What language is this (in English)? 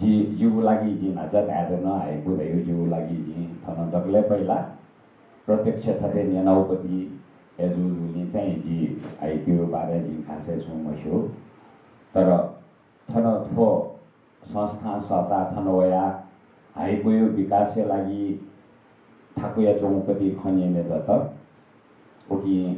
Newari